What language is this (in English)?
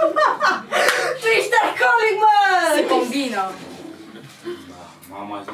Romanian